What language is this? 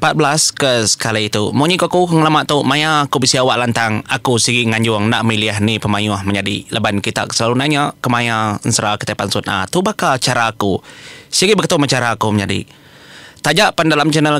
Iban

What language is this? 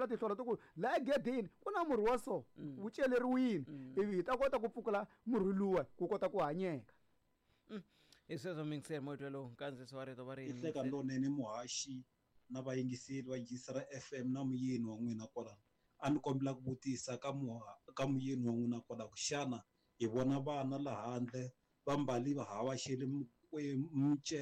Tsonga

